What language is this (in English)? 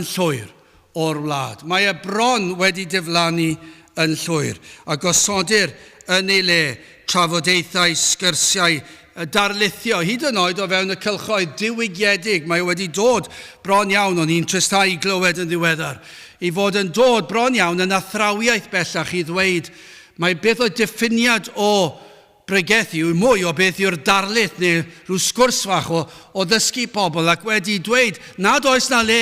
Welsh